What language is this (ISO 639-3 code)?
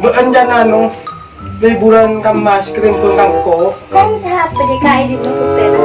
mad